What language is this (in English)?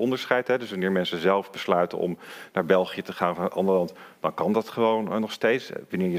Dutch